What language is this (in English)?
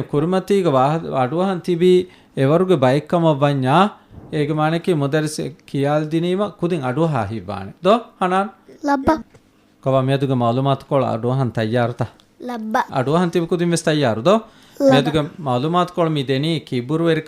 Divehi